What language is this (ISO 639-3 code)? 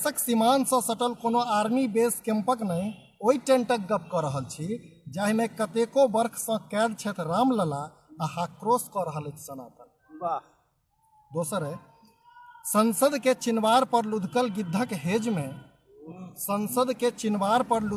mai